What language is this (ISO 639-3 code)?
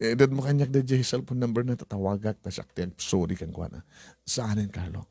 ilo